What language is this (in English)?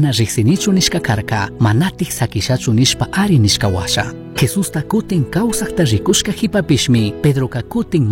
Chimborazo Highland Quichua